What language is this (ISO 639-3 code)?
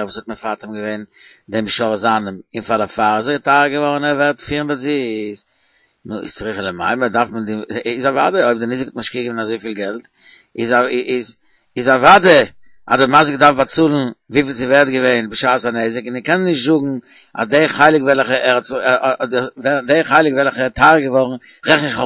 yid